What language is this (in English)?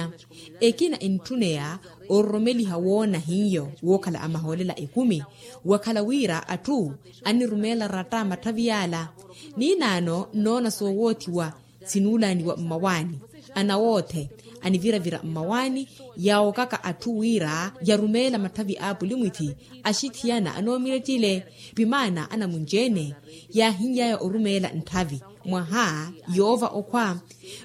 Makhuwa